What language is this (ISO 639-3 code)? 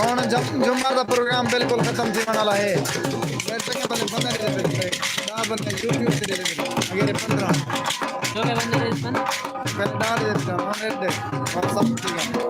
skr